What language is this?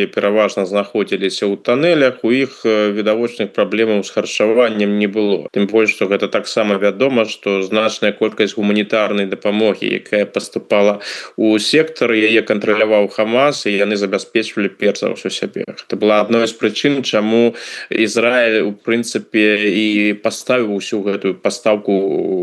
Belarusian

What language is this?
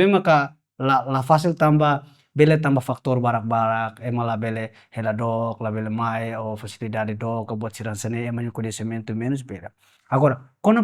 Tetum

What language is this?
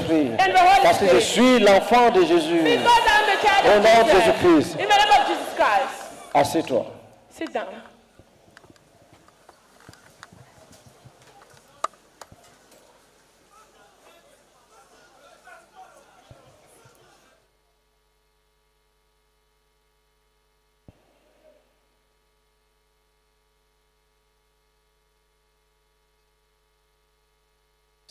French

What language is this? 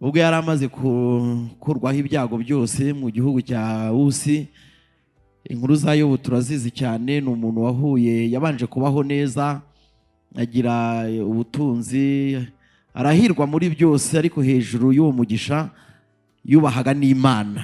Kinyarwanda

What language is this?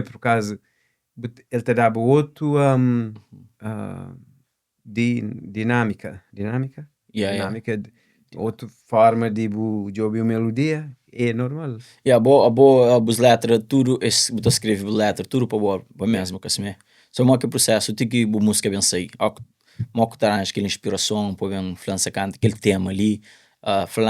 Kabuverdianu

